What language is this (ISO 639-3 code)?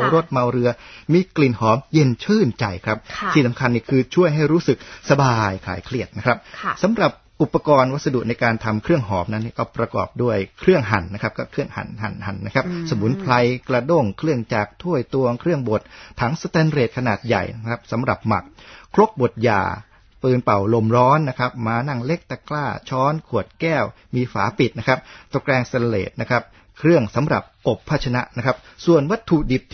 tha